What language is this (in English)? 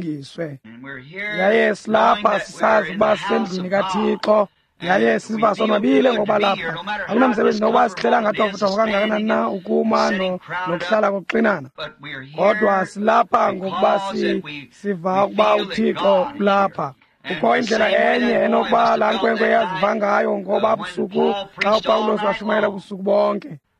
Xhosa